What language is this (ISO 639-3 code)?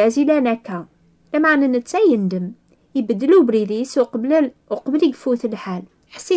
kab